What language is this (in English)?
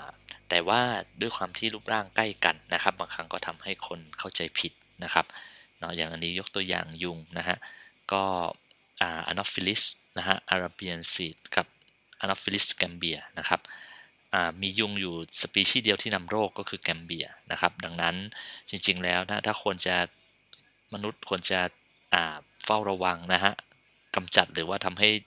Thai